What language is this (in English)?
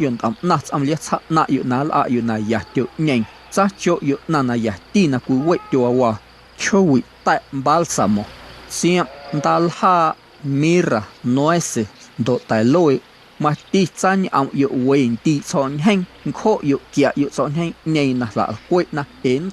Guerrero Amuzgo